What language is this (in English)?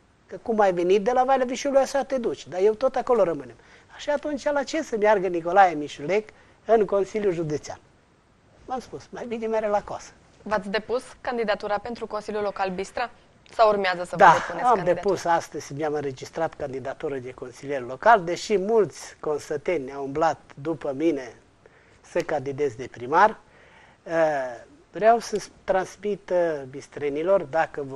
Romanian